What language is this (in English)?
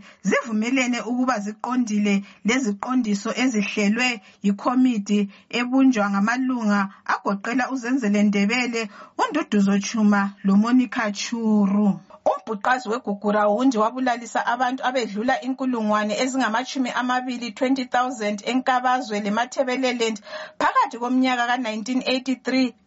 North Ndebele